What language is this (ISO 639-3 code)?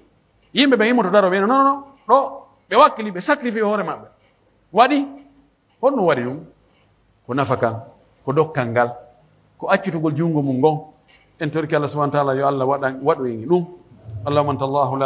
fuf